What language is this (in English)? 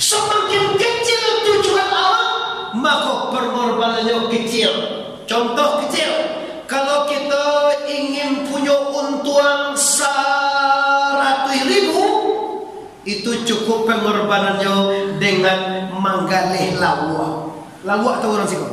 Minangkabau